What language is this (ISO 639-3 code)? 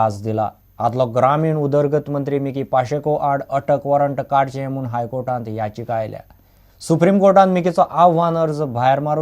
kok